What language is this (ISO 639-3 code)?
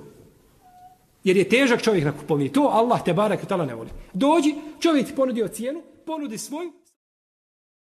bos